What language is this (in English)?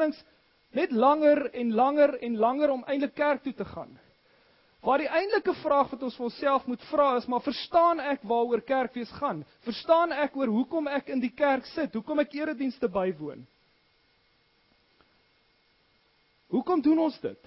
Afrikaans